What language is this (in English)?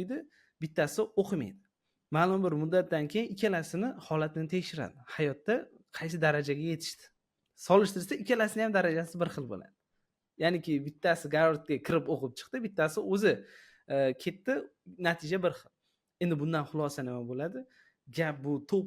Uzbek